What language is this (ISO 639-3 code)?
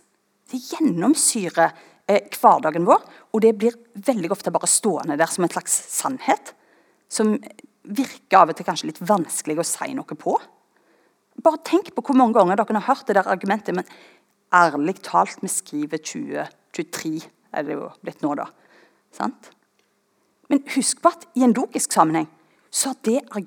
nor